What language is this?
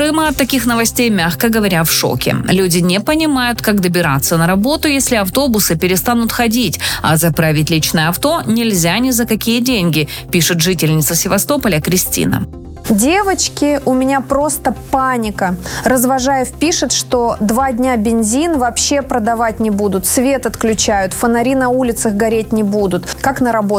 Russian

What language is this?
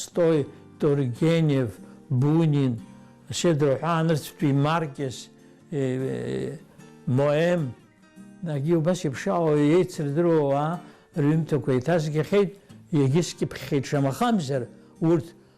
Abkhazian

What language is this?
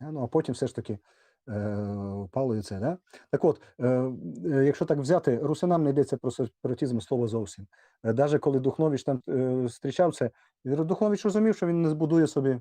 Rusyn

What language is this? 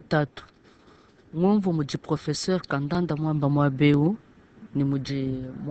Luba-Lulua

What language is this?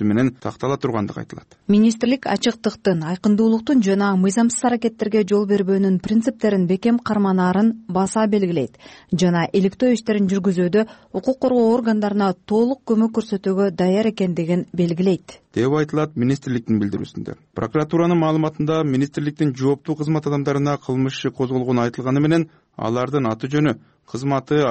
Kyrgyz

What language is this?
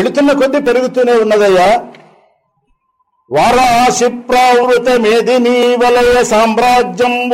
Telugu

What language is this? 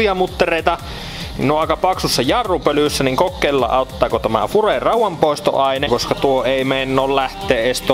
Finnish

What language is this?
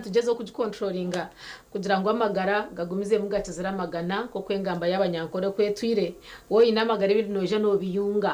Nyankole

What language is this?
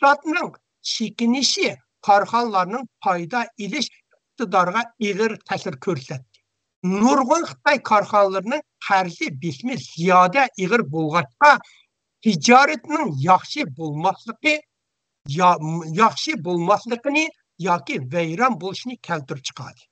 Uyghur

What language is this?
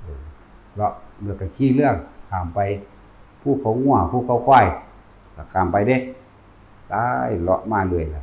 Northeastern Thai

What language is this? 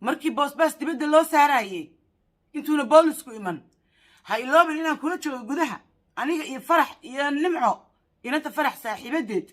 Somali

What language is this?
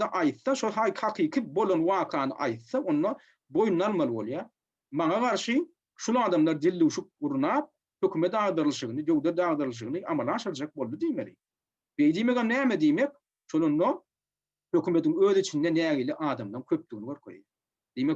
Turkmen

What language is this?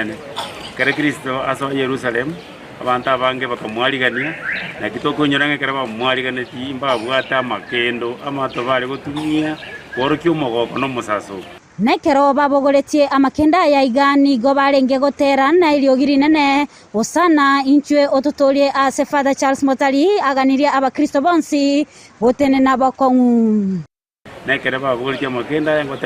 Gusii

